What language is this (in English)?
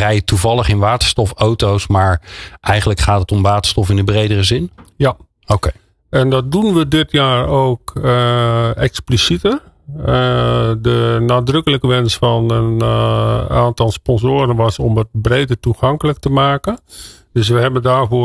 Dutch